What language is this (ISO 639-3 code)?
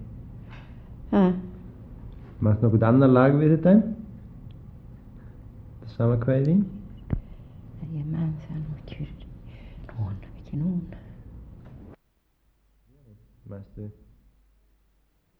isl